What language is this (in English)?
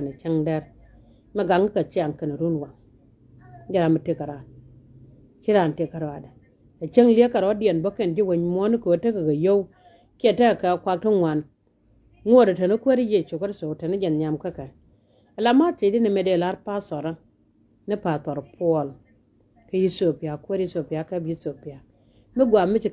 Nuer